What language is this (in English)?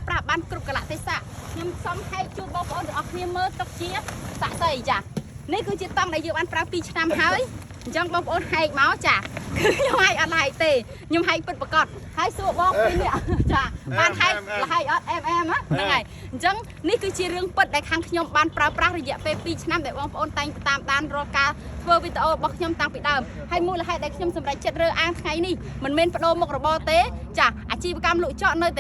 Khmer